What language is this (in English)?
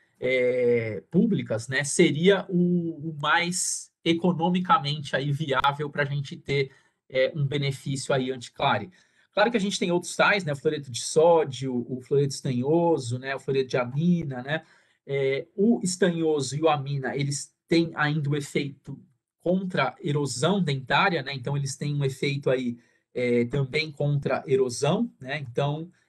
Portuguese